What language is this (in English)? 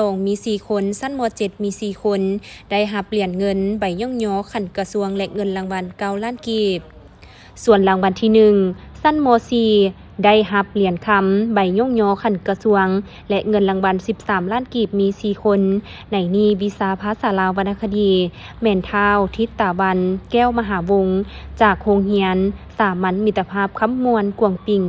Lao